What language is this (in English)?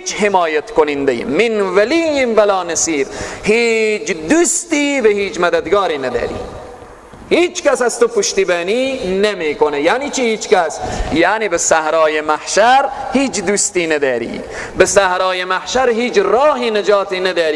Persian